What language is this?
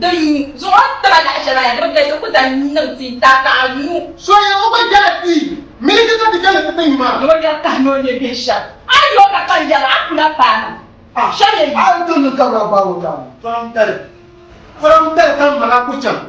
Dagbani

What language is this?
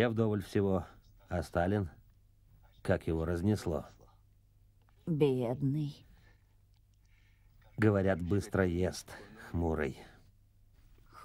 Russian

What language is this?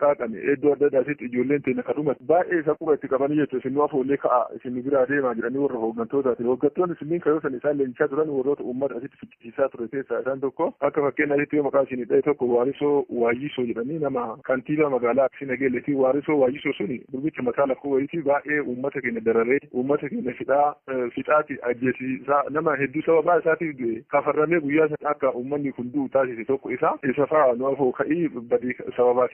Oromo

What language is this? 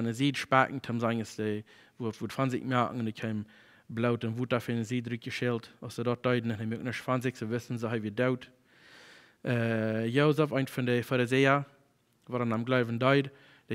Plautdietsch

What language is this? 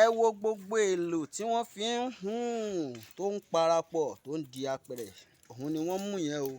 Yoruba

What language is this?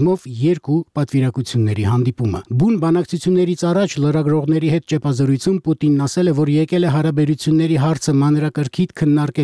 Armenian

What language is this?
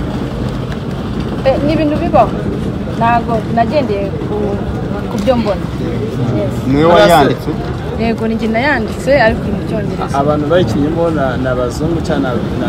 Kinyarwanda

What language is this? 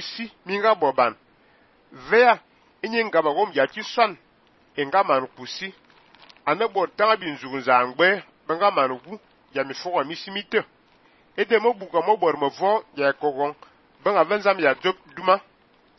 Fang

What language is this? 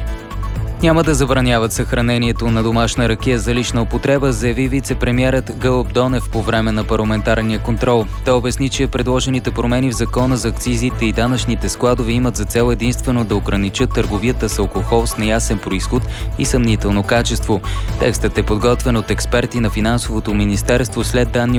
Bulgarian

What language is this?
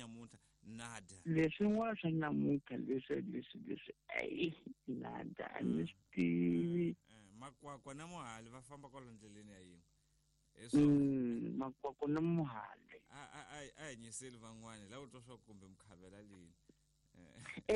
Tsonga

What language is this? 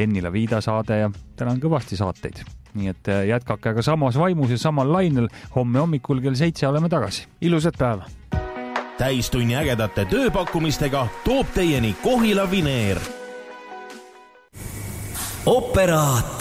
Estonian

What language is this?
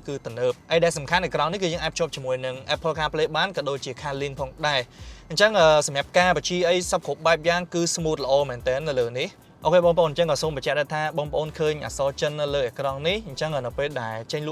Khmer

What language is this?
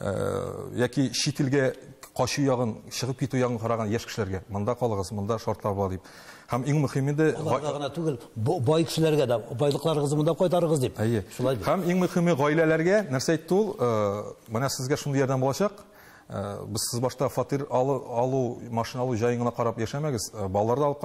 Tatar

